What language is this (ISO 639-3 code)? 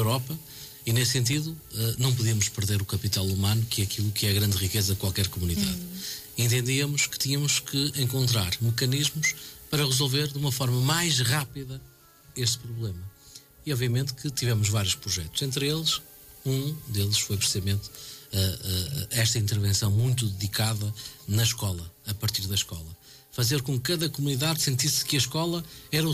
por